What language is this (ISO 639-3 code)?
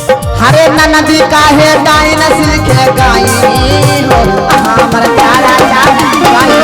mag